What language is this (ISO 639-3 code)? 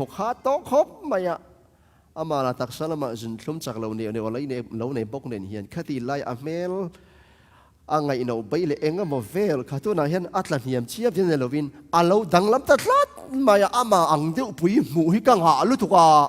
ctd